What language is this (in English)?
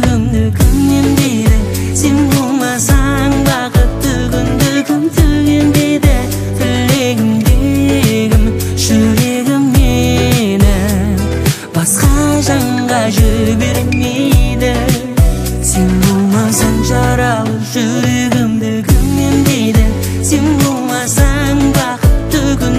Kazakh